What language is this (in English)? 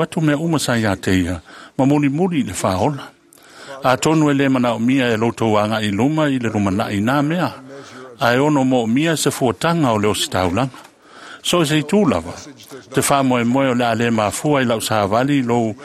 Samoan